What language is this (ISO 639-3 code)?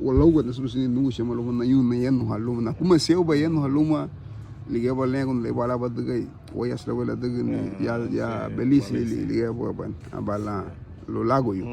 cab